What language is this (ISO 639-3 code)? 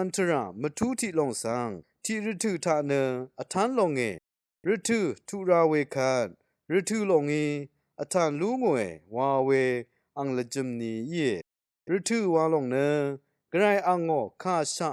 raw